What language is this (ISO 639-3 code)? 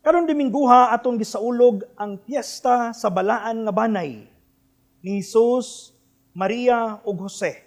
ceb